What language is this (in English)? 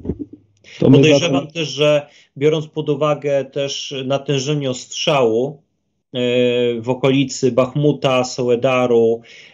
Polish